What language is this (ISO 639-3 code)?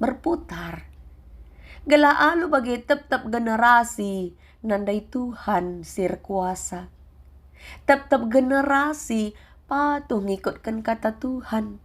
btx